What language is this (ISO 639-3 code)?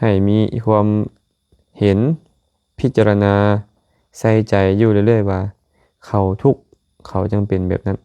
lao